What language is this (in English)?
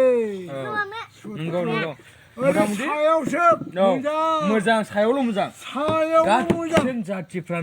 Bodo